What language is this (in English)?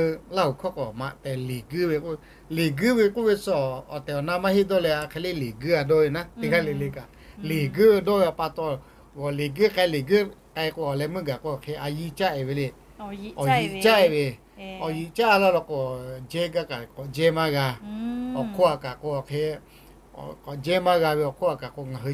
Lahu